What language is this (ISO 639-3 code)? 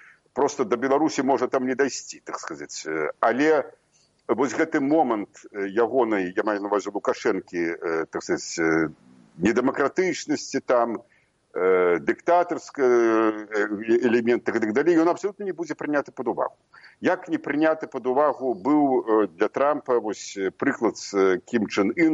bel